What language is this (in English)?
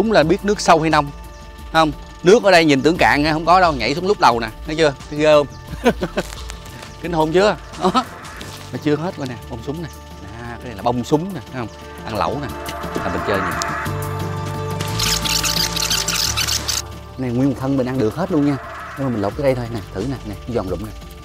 Vietnamese